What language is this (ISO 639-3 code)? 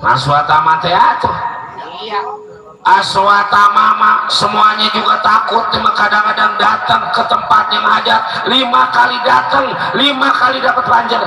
bew